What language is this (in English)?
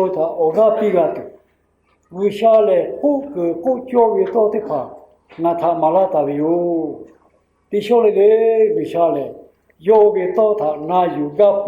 Lahu